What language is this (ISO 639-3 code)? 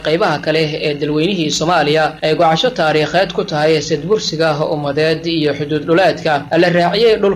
som